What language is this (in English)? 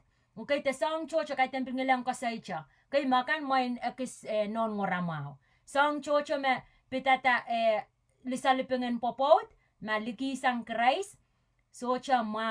Pohnpeian